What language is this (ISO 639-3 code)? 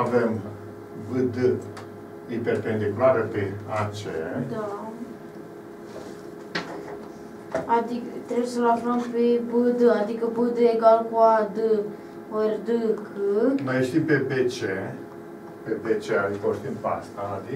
ron